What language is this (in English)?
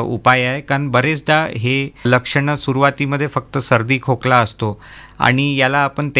Marathi